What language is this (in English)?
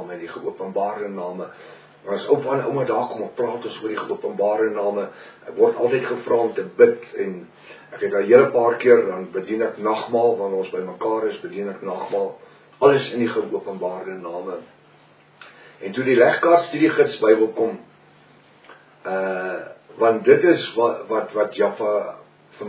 Afrikaans